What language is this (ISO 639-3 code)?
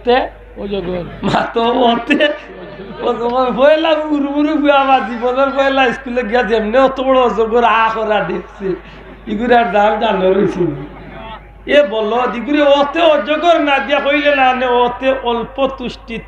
syl